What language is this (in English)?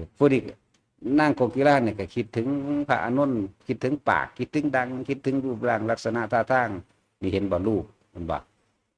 Northeastern Thai